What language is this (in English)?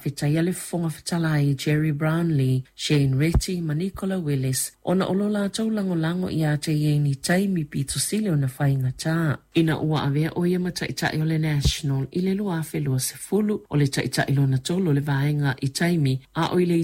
Samoan